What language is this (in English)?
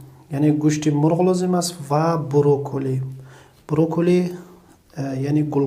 Tajik